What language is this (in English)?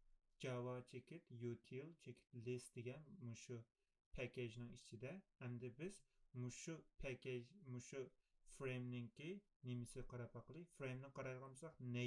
Uyghur